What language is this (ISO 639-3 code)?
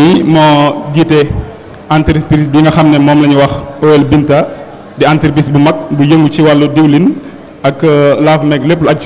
wol